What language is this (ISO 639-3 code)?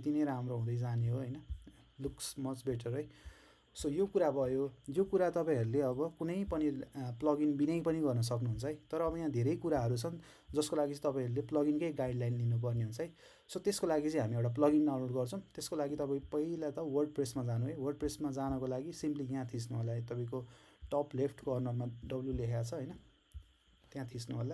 nep